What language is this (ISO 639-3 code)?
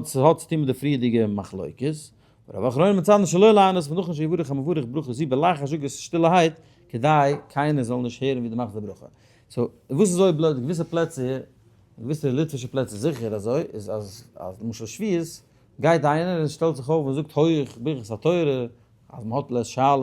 yid